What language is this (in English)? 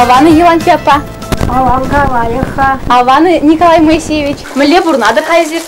Chuvash